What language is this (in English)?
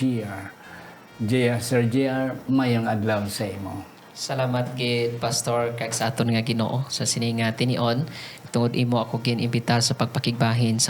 Hiligaynon